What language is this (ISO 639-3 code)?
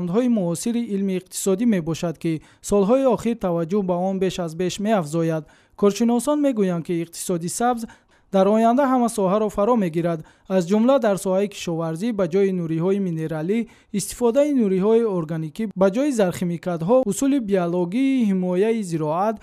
tgk